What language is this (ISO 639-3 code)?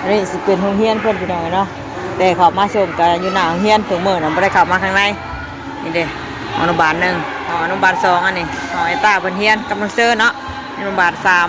tts